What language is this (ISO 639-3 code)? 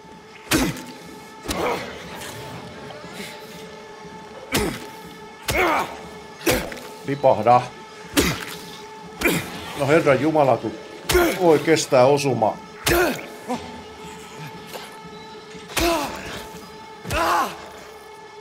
fin